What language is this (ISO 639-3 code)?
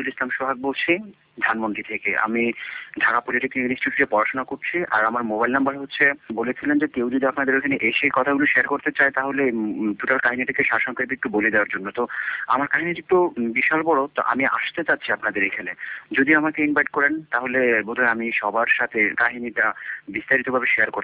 ben